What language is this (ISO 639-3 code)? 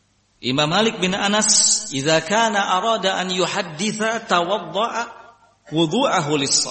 ind